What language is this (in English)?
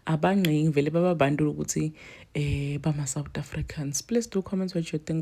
Zulu